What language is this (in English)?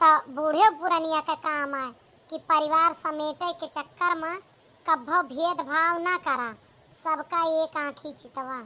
Awadhi